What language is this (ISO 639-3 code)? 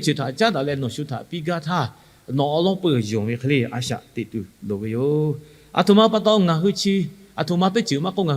lhu